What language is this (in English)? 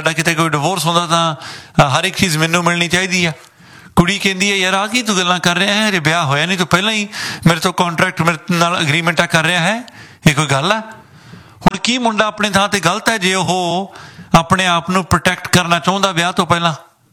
Punjabi